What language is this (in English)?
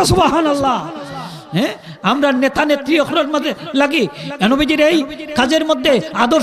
Sylheti